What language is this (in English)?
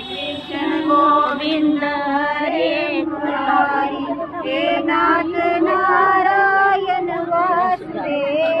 Dogri